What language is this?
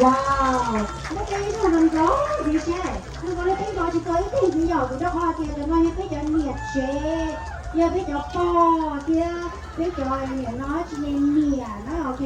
Hmong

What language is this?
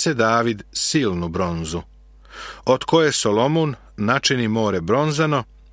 Serbian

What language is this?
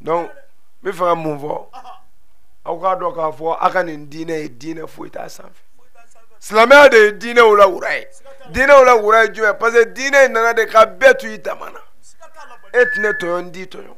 Bambara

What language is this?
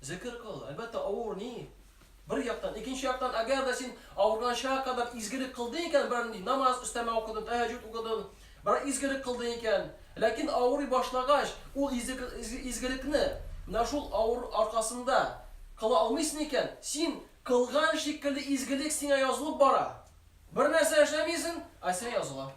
Tatar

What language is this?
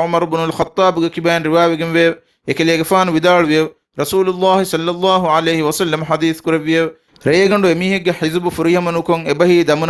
Divehi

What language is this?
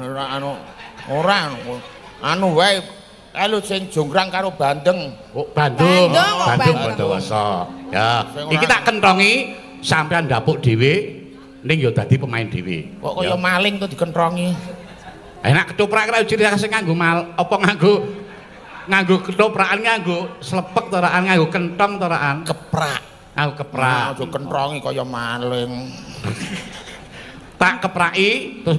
Javanese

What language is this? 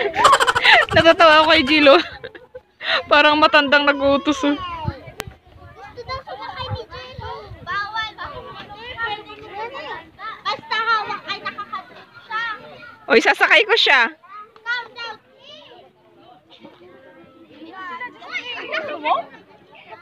Filipino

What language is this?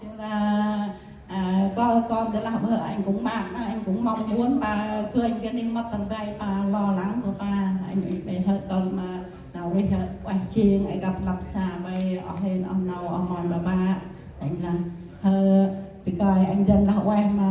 Central Mnong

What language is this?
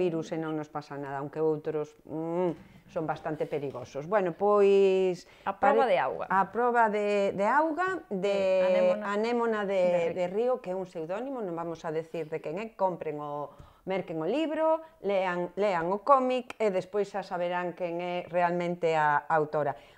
Galician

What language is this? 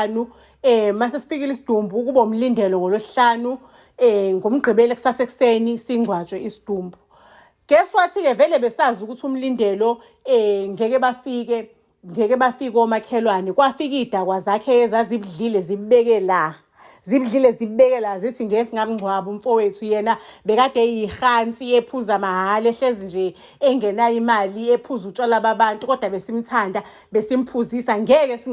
Zulu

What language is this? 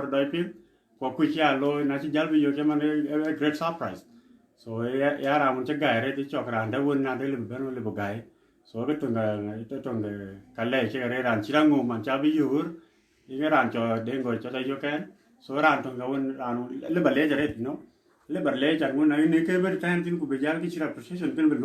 Dinka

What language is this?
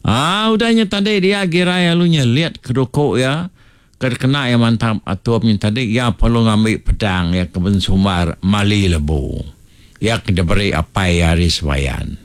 Iban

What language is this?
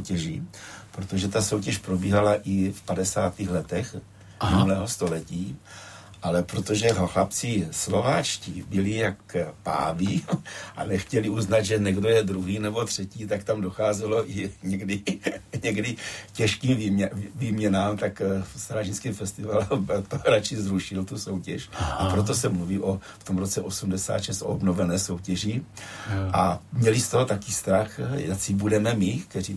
Czech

